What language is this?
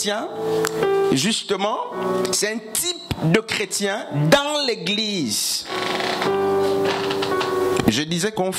French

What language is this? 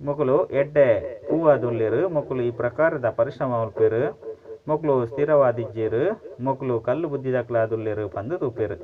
Tulu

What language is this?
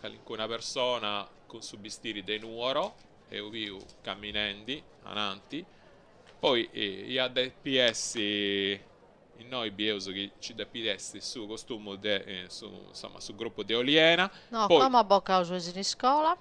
Sardinian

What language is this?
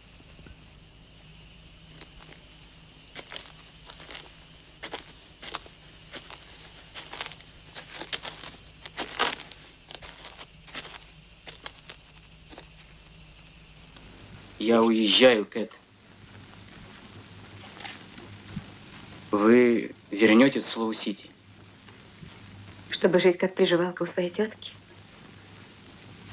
Russian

